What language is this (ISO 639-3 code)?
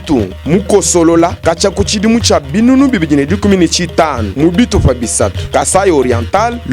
lua